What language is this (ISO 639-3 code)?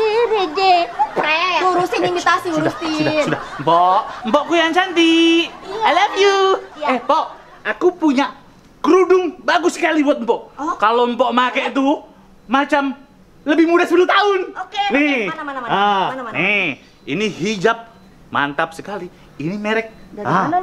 bew